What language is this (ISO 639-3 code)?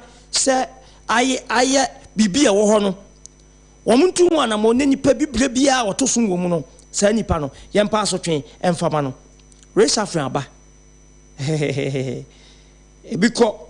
aka